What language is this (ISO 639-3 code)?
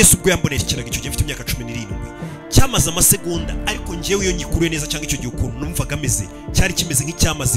kin